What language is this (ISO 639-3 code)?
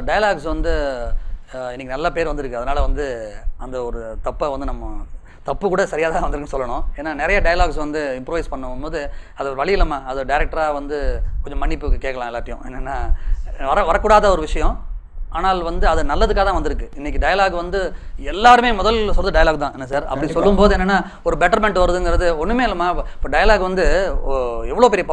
tam